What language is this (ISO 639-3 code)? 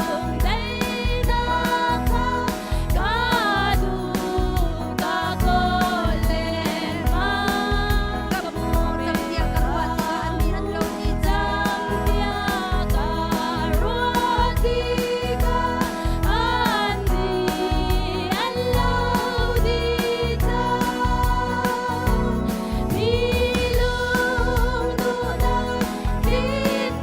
cnh